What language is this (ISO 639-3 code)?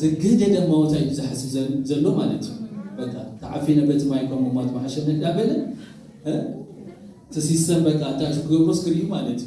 tir